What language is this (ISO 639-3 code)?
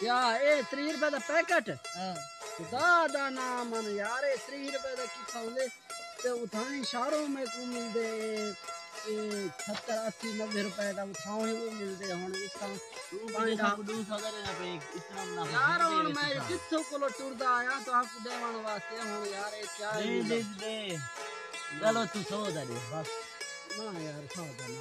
skr